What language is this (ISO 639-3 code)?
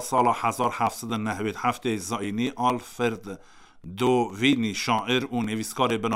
kur